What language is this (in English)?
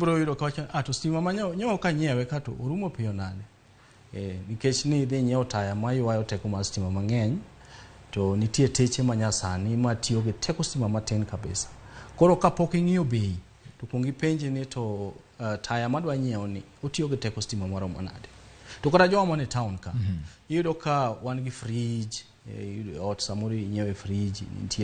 Luo (Kenya and Tanzania)